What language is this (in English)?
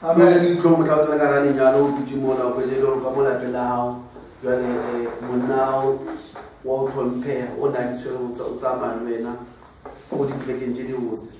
Northern Sotho